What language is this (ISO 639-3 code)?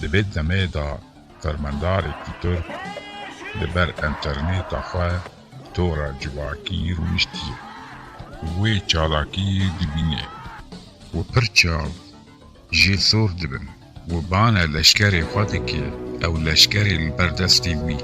kur